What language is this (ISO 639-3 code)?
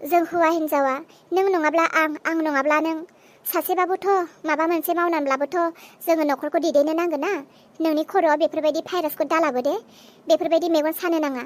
brx